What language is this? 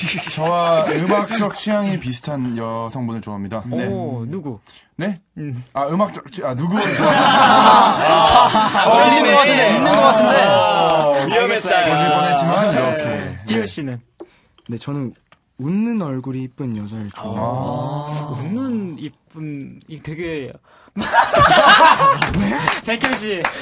Korean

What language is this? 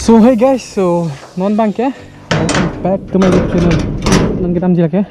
Karbi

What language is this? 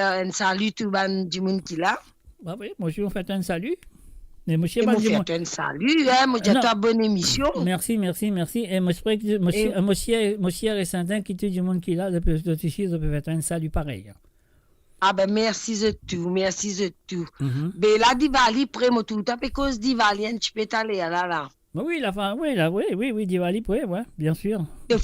Morisyen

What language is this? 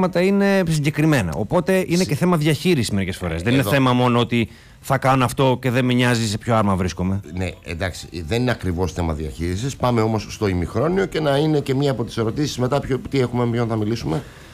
Greek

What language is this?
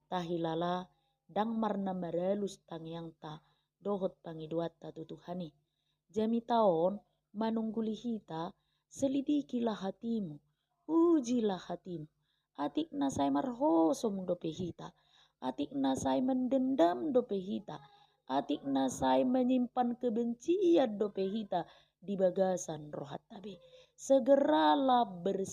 Batak Toba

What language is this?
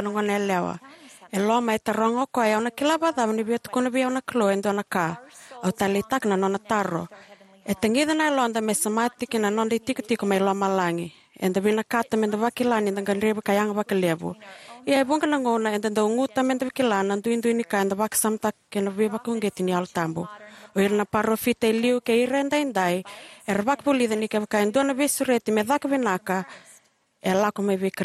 Fijian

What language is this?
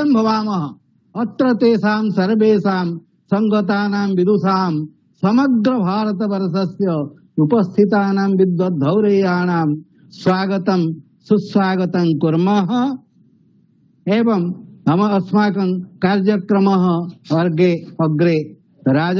Sanskrit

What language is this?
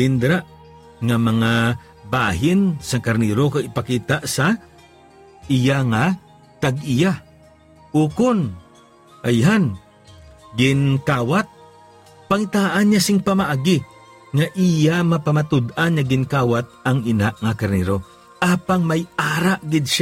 Hiligaynon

